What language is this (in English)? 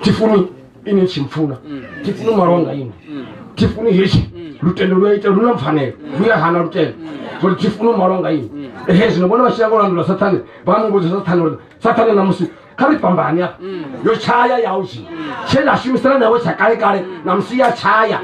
Venda